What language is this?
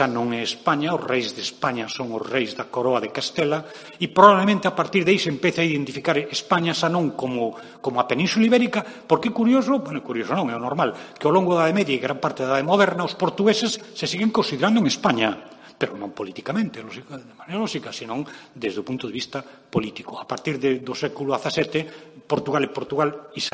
Galician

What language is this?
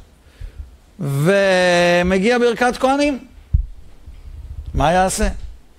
Hebrew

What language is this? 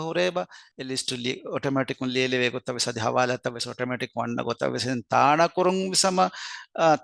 Divehi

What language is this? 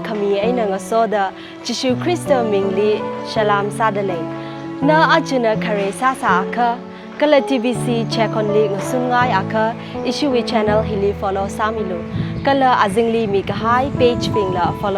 Tangkhul Naga (India)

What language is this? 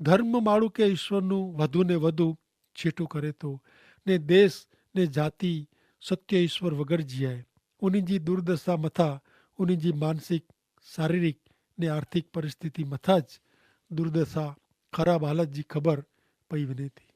Kachhi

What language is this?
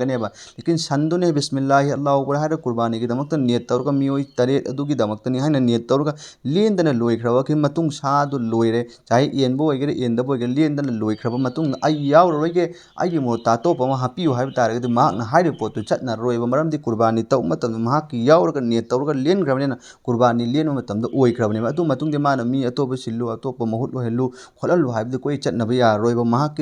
Manipuri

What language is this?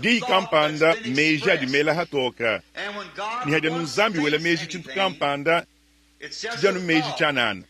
Luba-Lulua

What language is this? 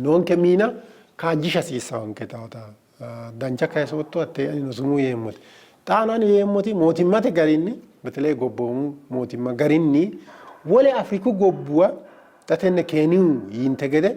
Sidamo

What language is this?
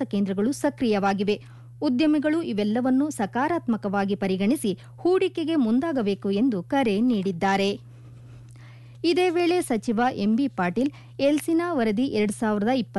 Kannada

